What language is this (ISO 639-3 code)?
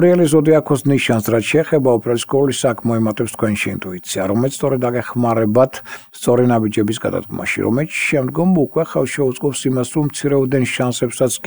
sqi